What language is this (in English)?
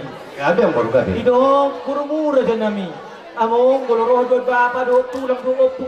Batak Toba